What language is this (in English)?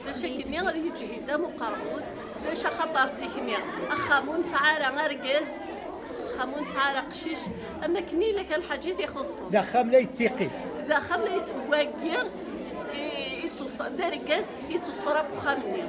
Kabyle